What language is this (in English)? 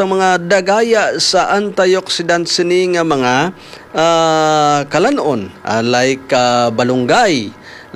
Hiligaynon